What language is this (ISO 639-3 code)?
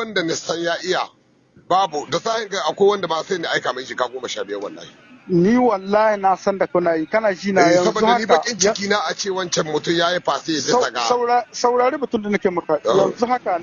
hau